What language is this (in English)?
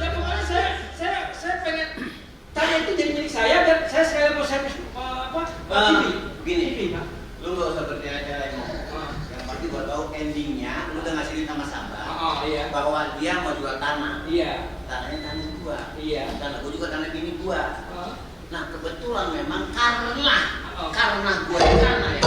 Betawi